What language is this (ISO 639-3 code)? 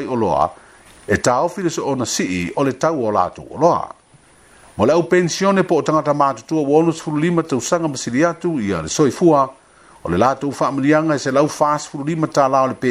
smo